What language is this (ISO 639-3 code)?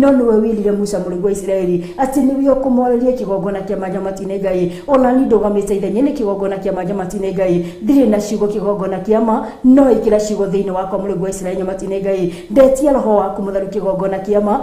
kik